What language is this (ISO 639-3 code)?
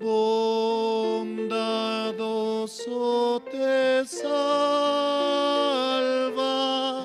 quh